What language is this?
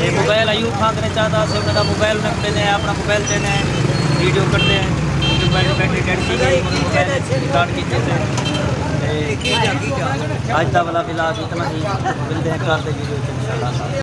Saraiki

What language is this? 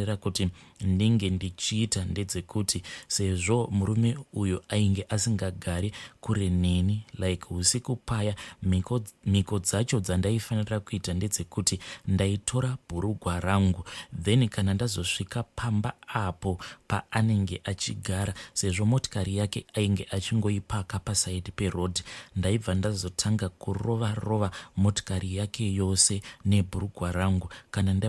Shona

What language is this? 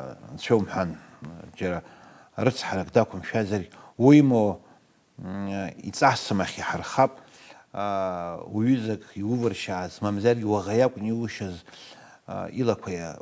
Abkhazian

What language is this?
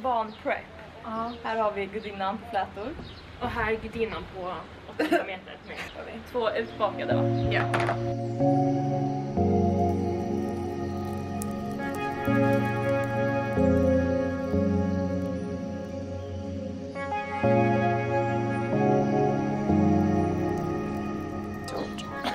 Swedish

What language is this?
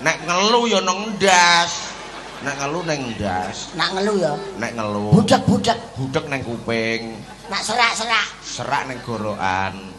Javanese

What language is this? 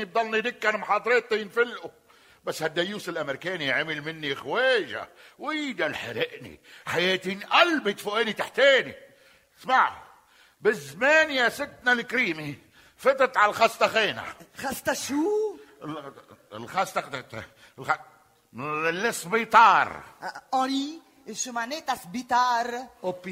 North Levantine Arabic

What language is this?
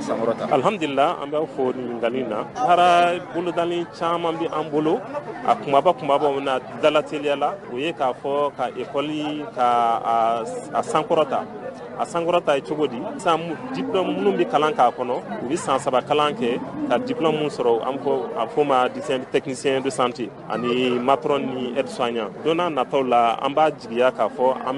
Bambara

